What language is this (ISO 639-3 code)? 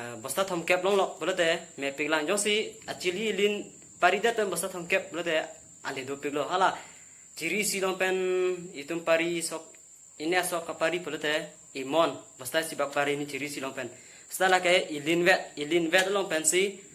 mjw